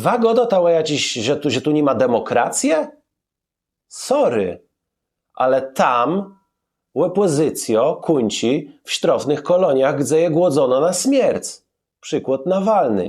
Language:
Kashubian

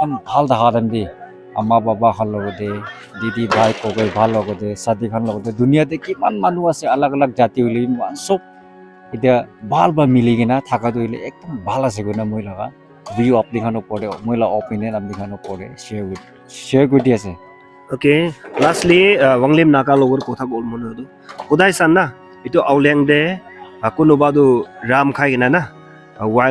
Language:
Naga Pidgin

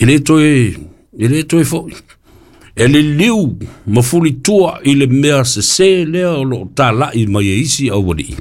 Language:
Samoan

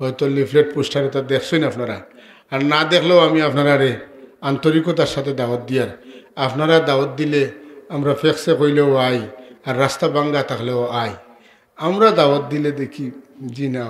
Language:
Sylheti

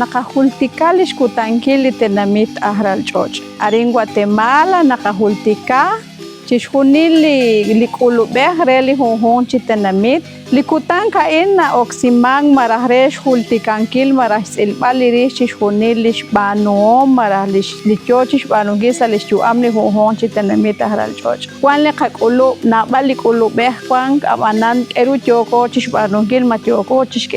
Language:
Kekchí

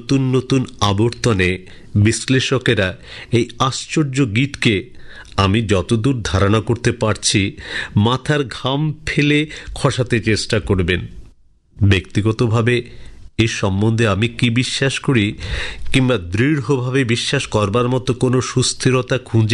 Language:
Bangla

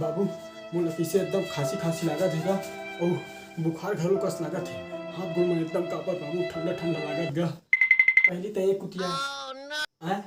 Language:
Chhattisgarhi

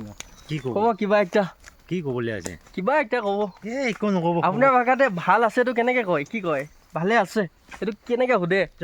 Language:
Assamese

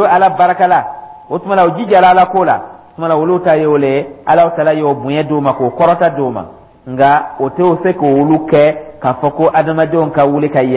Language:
Dyula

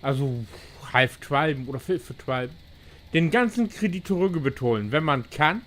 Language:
Low German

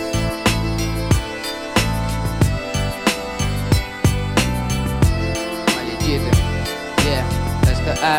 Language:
Ukrainian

